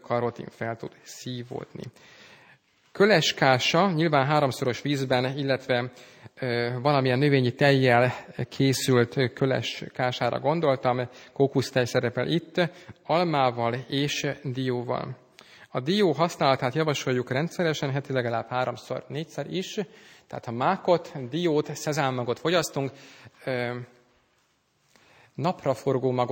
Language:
Hungarian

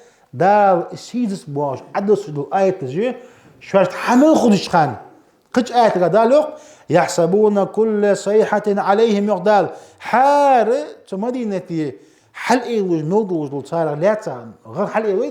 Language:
Ingush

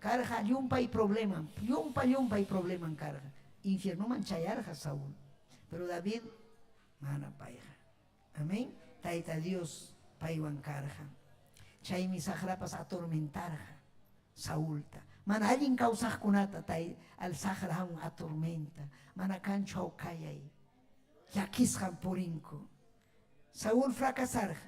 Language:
Ayacucho Quechua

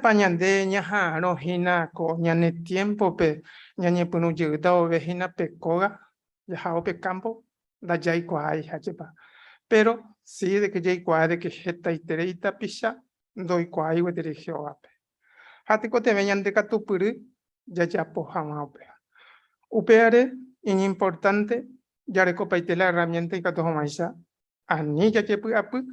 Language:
Guarani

